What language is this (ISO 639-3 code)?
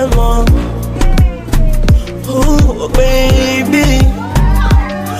swa